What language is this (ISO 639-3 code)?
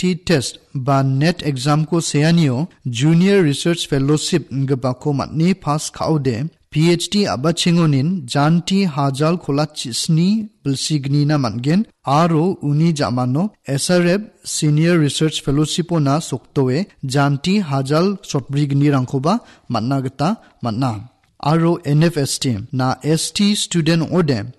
grt